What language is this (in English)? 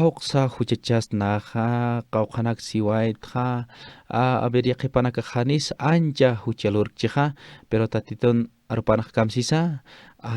Aymara